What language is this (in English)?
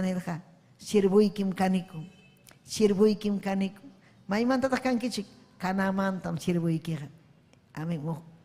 Ayacucho Quechua